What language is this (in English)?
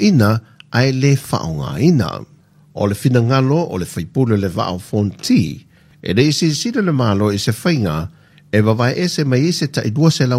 Samoan